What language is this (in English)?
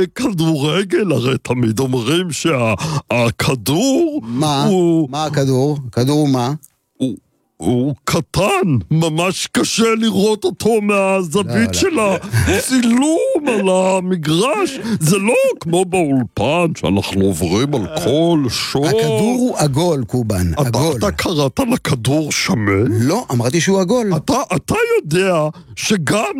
Hebrew